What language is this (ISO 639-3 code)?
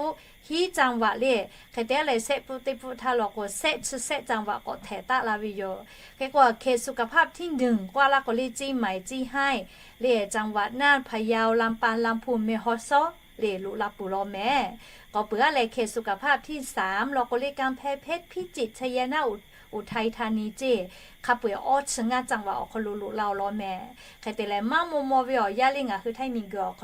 lhu